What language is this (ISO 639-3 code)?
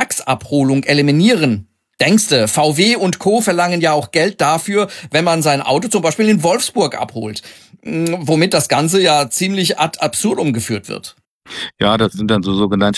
deu